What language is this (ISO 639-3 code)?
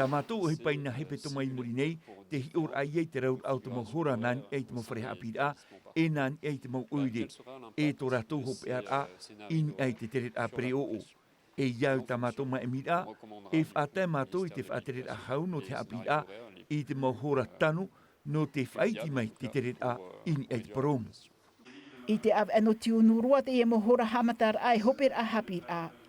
tah